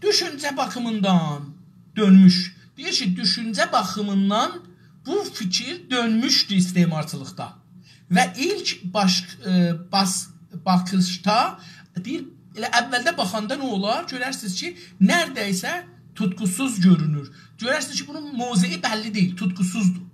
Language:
South Azerbaijani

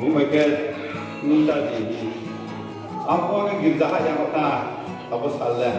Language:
Riang (India)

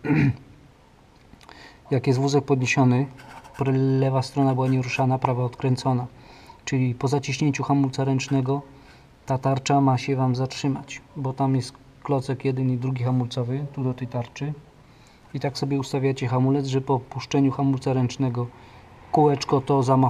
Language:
Polish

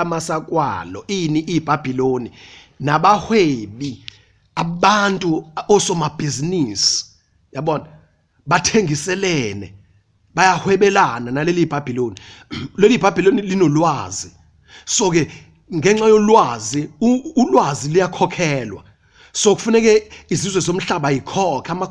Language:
Zulu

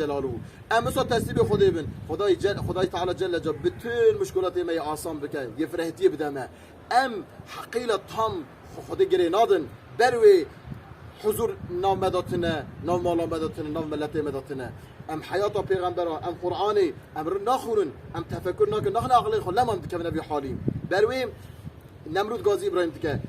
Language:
Kurdish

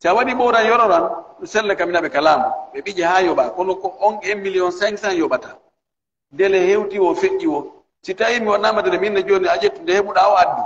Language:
Pular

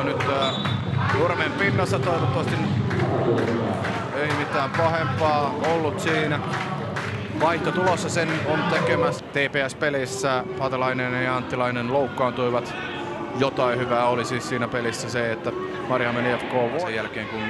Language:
Finnish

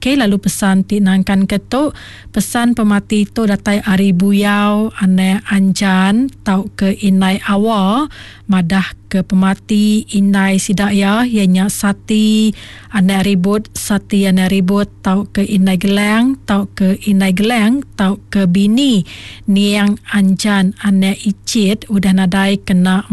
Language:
Iban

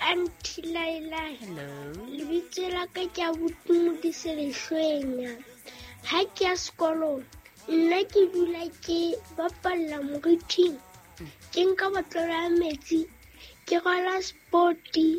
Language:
Southern Sotho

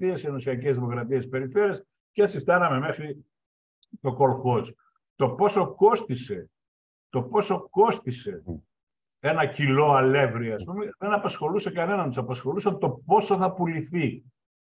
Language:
Greek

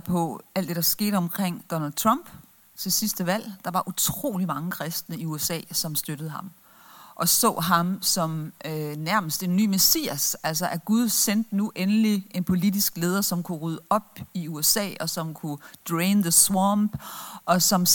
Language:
Danish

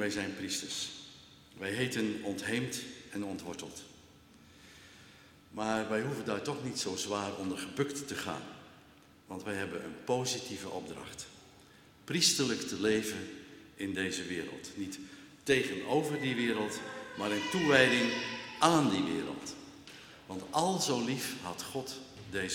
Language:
Dutch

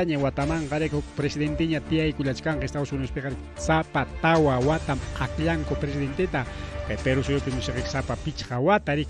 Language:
Ayacucho Quechua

